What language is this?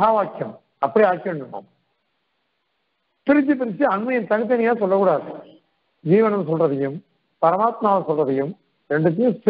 Tamil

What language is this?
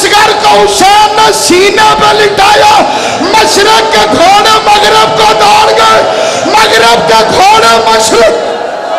Urdu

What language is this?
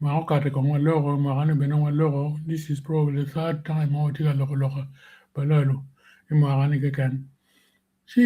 Acoli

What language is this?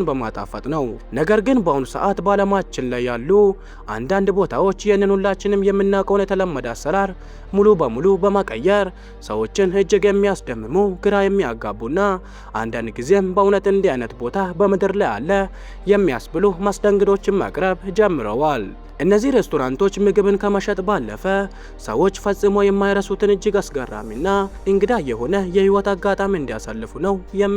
Amharic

